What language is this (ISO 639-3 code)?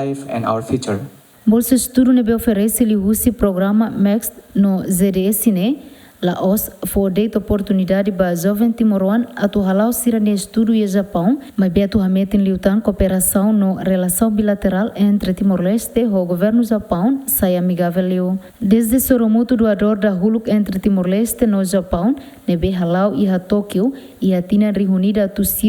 tet